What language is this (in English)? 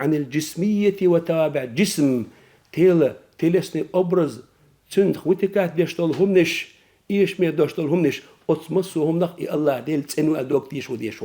Chechen